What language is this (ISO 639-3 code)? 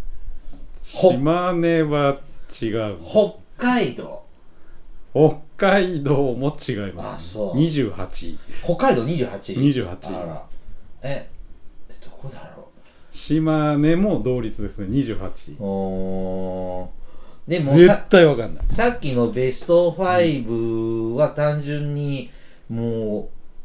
jpn